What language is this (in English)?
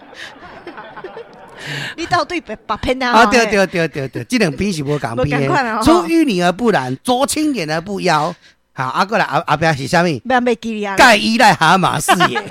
Min Nan Chinese